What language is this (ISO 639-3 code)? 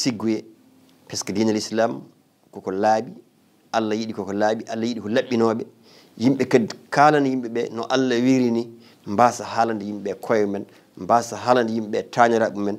ful